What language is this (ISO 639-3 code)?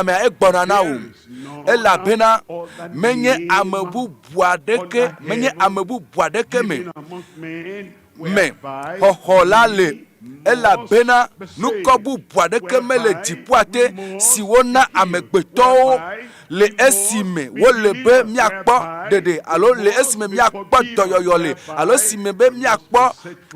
ewe